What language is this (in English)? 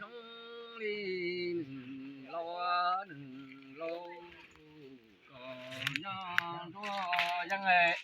Hmong